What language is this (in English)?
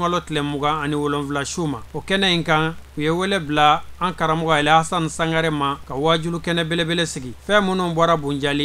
Bambara